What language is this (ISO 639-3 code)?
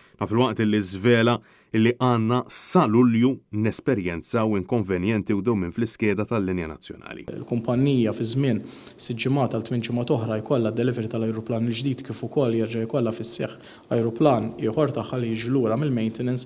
mlt